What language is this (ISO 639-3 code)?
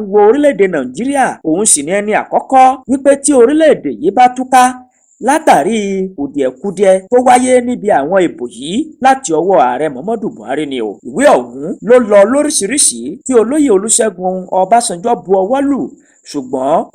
yor